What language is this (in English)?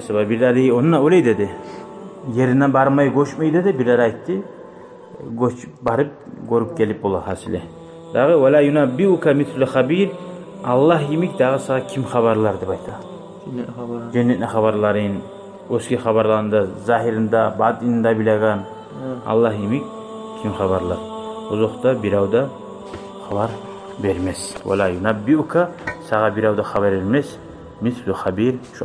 Kumyk